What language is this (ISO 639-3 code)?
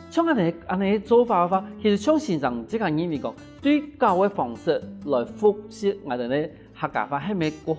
hak